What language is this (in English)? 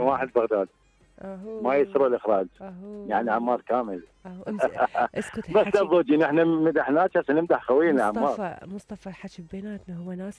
Mesopotamian Arabic